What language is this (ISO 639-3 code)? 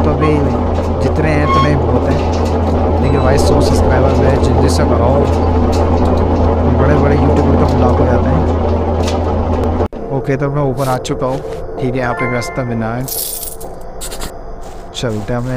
hin